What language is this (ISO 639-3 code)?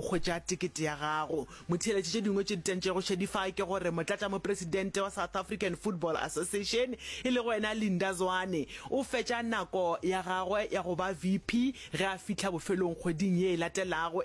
nso